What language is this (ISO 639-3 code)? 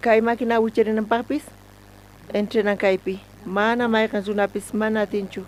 quh